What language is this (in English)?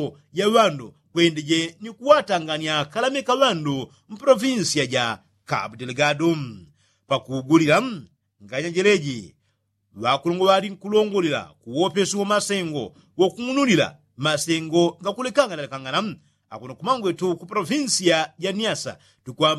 Yao